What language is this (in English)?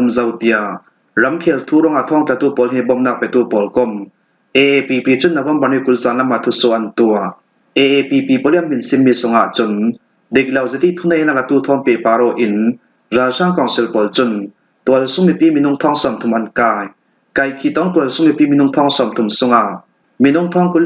Falam Chin